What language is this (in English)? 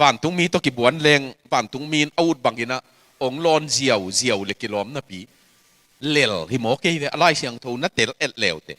Tedim Chin